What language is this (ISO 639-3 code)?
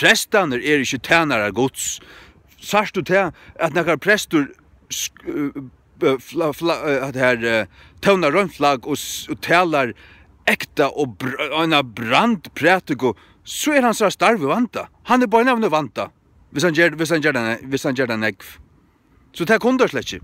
fao